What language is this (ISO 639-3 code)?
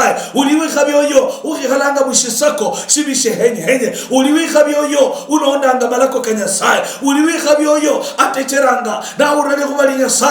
luy